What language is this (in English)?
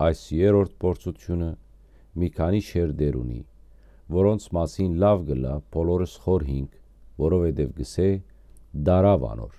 Western Armenian